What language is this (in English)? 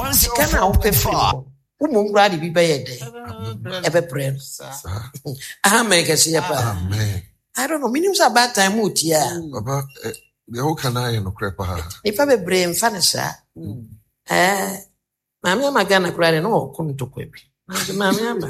Akan